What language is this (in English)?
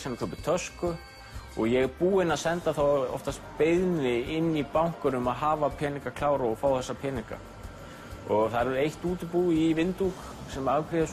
Icelandic